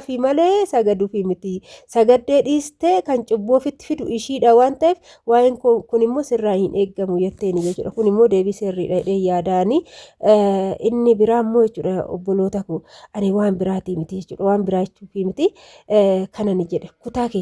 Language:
Oromo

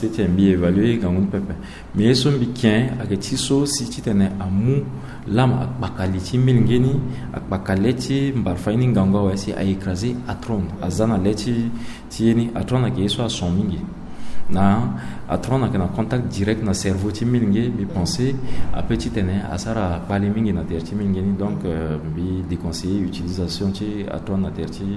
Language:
Sango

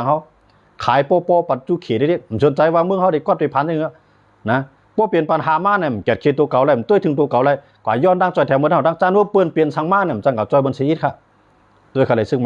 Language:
Shan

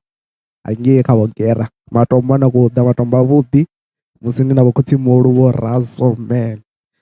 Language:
Venda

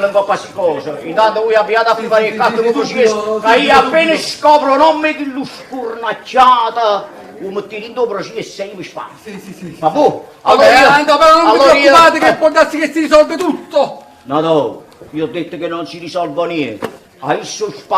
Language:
Neapolitan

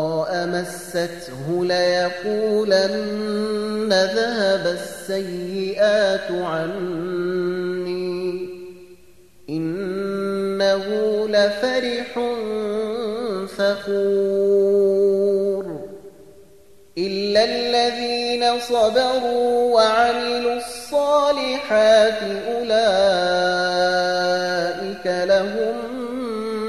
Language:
Arabic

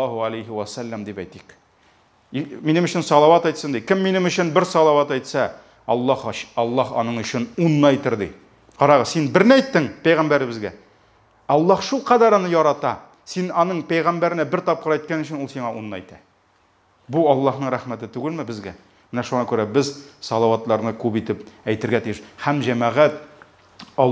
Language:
Tatar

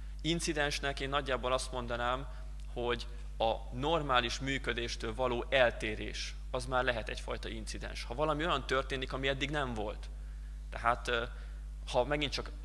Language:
Hungarian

